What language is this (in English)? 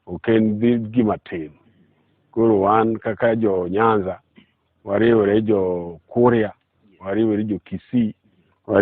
Luo (Kenya and Tanzania)